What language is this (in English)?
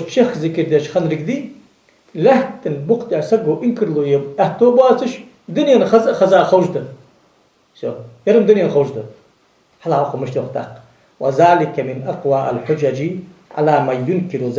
Ingush